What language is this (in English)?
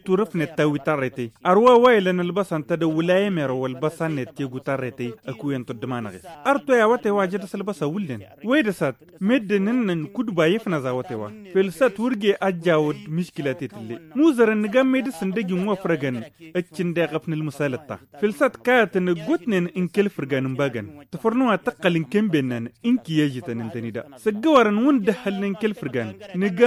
Tamasheq